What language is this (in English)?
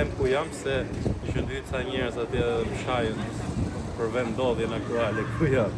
Albanian